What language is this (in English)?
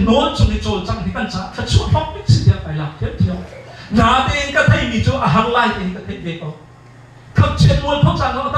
Hakha Chin